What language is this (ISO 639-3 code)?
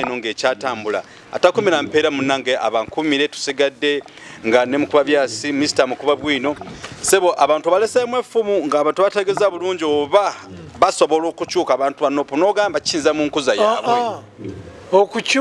lug